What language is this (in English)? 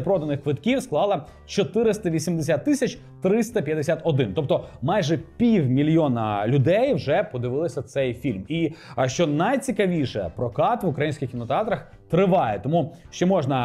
Ukrainian